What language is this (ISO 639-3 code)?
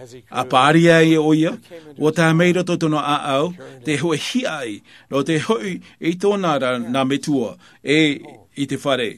tah